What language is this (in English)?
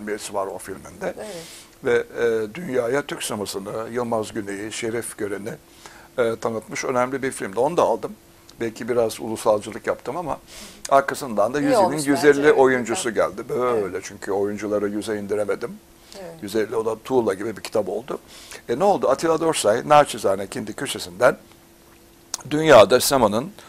Turkish